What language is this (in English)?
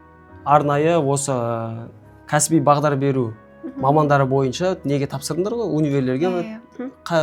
Kazakh